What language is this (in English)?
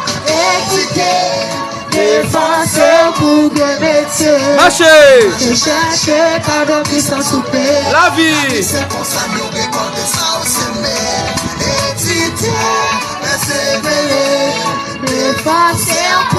Haitian Creole